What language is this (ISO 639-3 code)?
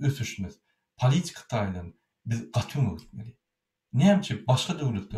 tuk